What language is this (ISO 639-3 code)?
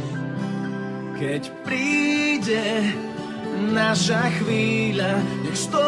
slk